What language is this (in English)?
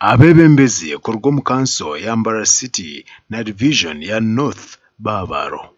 Nyankole